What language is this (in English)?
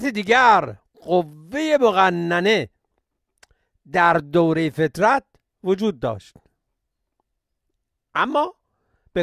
Persian